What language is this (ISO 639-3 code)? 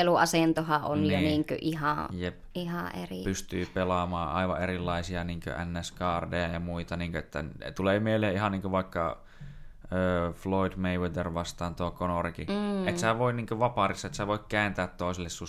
fin